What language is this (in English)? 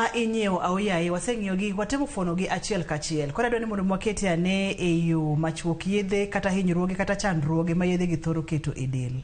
Luo (Kenya and Tanzania)